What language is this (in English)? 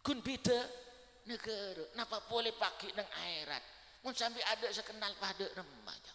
Madurese